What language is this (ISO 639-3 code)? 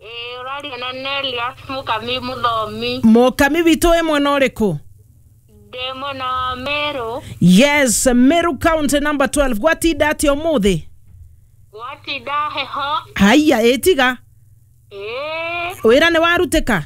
kik